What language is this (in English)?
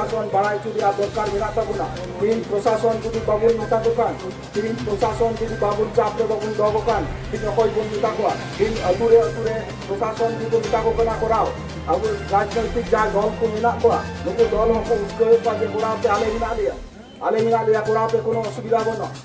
Santali